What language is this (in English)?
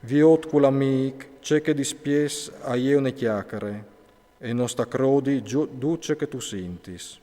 Friulian